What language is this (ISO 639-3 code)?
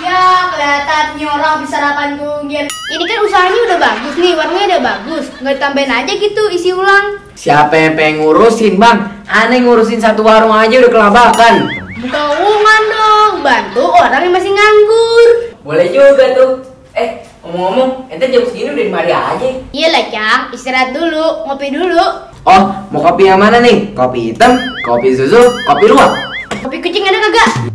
bew